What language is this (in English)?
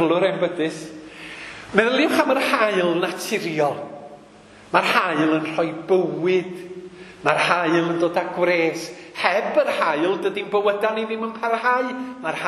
Welsh